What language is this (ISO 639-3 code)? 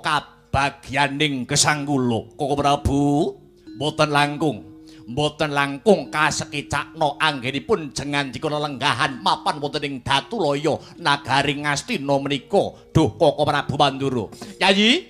jav